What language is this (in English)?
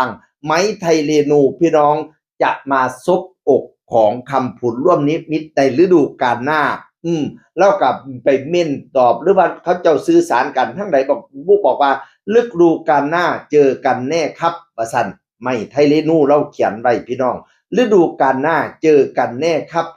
Northeastern Thai